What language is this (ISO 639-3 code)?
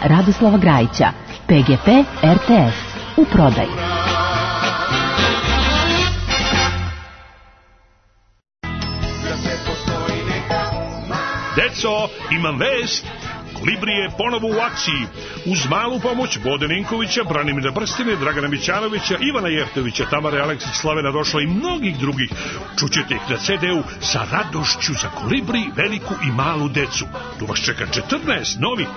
srp